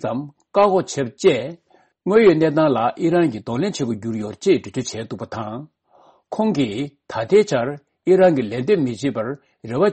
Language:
Tibetan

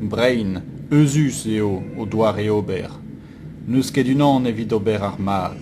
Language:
Breton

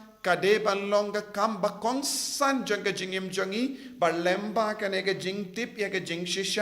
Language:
Khasi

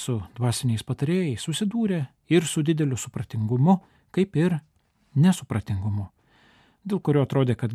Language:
Lithuanian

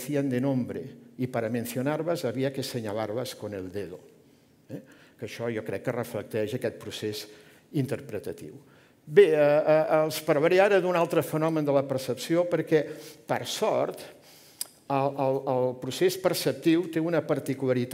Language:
Catalan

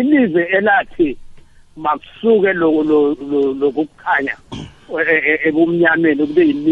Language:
South Ndebele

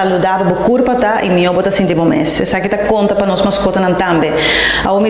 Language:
Papiamento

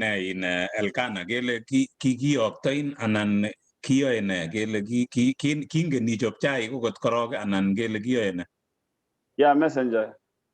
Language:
Kalenjin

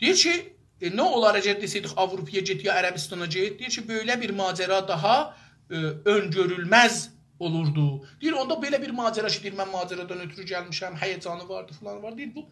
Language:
South Azerbaijani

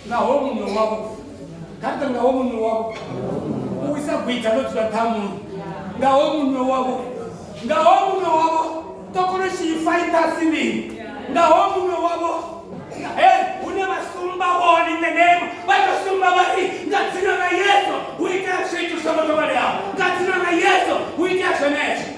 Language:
Venda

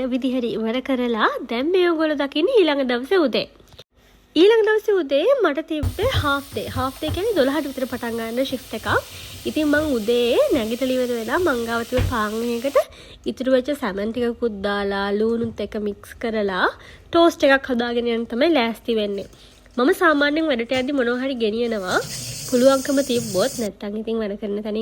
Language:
Sinhala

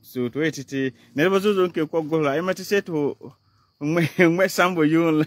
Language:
Frafra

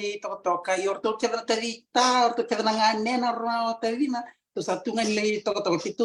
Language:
Fijian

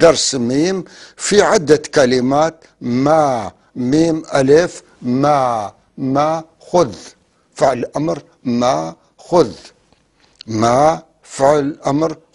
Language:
North Levantine Arabic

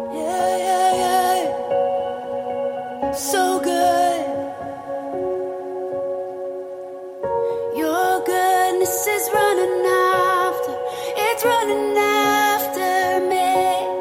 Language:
Dutch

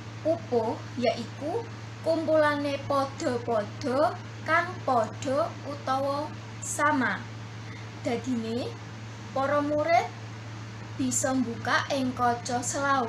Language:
Javanese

